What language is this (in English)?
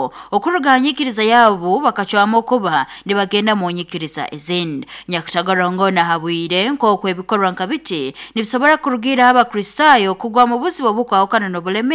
Nyoro